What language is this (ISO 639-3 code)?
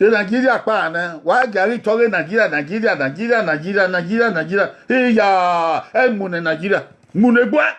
bin